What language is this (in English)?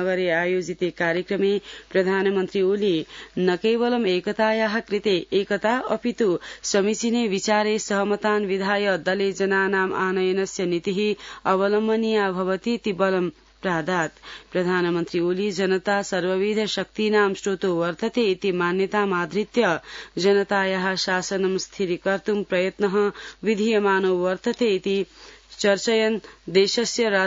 Sanskrit